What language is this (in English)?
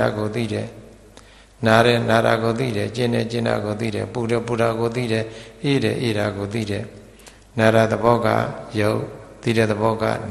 Burmese